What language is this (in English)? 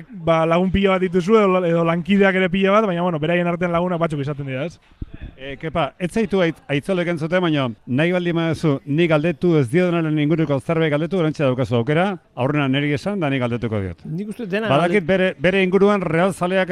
Basque